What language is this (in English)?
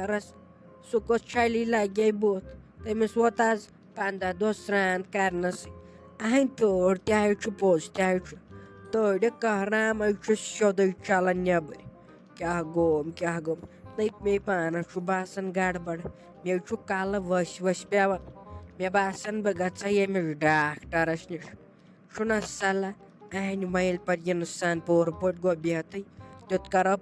Kashmiri